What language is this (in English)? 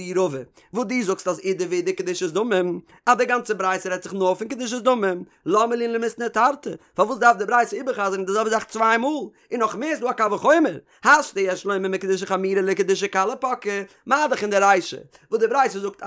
Yiddish